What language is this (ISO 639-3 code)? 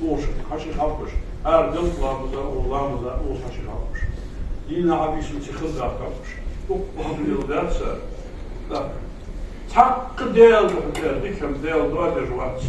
inh